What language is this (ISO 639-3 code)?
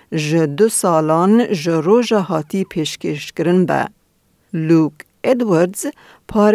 kur